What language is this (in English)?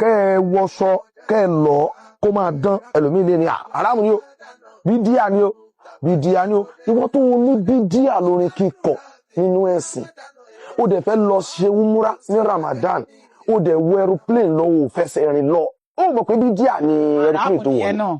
Yoruba